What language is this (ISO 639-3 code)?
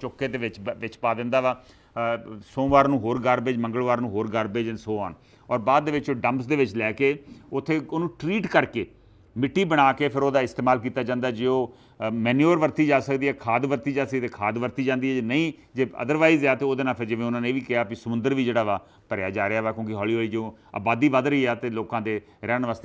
pan